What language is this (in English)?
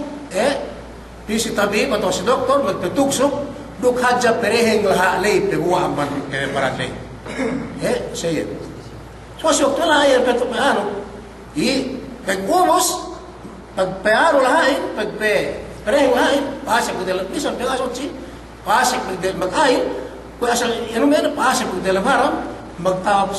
Yakan